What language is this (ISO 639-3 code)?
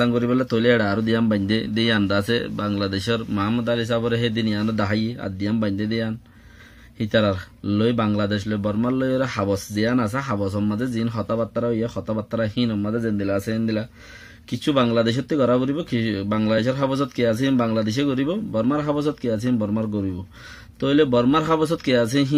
rhg